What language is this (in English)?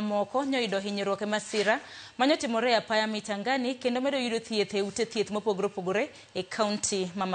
Luo (Kenya and Tanzania)